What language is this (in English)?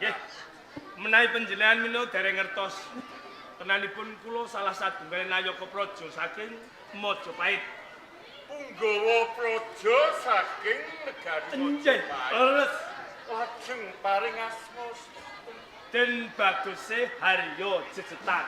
Javanese